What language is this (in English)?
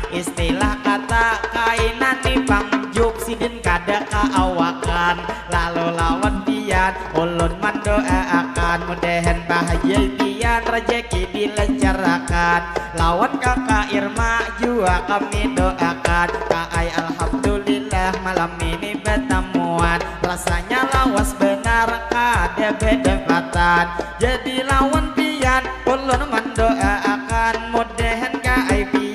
Banjar